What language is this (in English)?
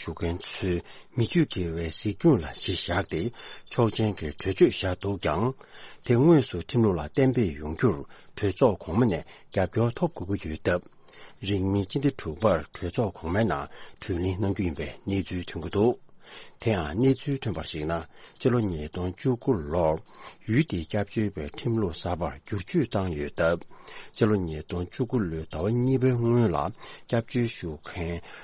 Tibetan